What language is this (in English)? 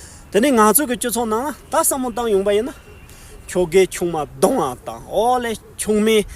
Tibetan